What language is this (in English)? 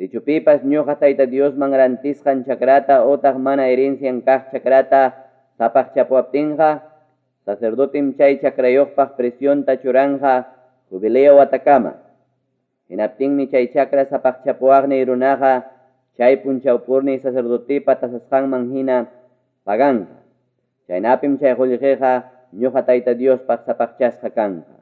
Ayacucho Quechua